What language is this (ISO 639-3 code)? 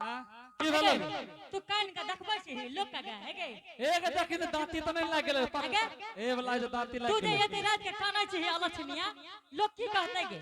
anp